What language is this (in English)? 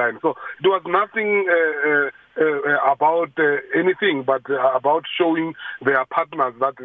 English